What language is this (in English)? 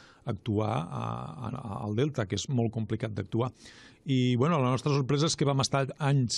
Catalan